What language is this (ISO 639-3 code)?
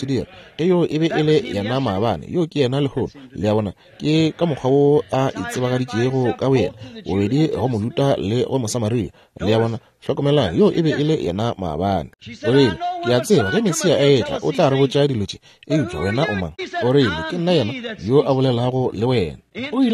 nso